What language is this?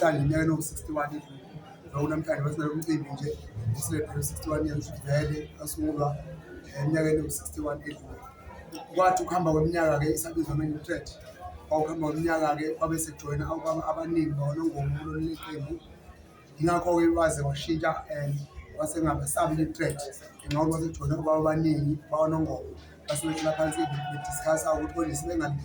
Zulu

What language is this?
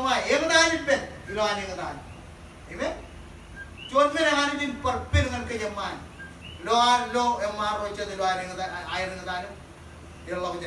Marshallese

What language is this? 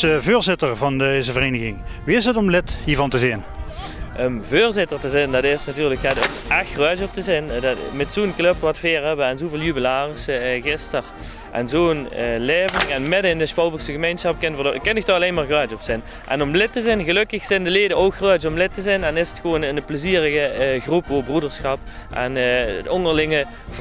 Limburgish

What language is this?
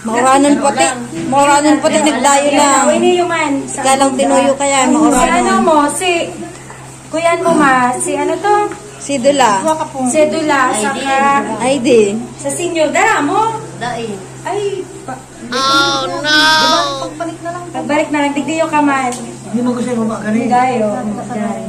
Bikol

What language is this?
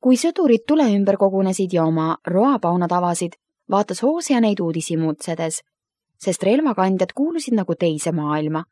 Estonian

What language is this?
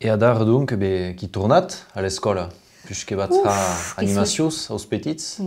Occitan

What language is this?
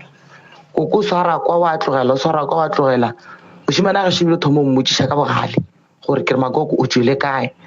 Northern Sotho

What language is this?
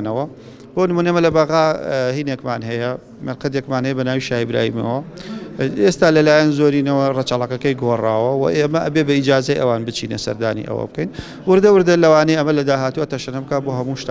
Central Kurdish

